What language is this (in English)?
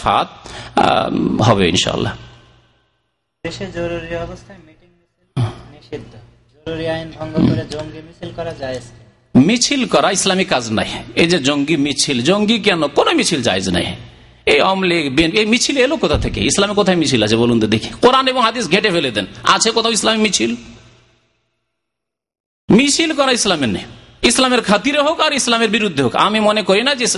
Bangla